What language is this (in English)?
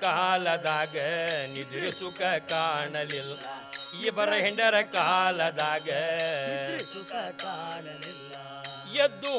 Kannada